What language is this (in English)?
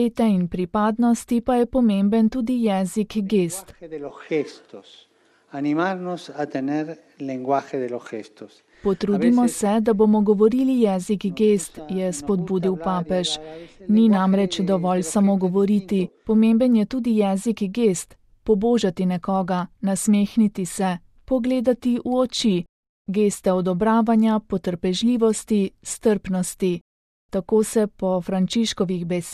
Slovenian